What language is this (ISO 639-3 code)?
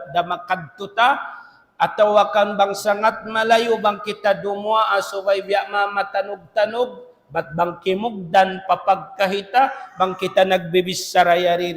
tsg